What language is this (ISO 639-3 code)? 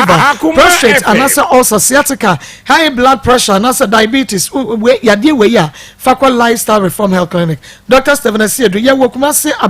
aka